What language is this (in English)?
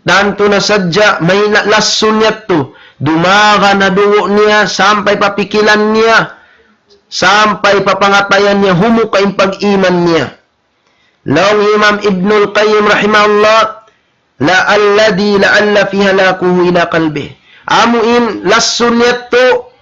Tausug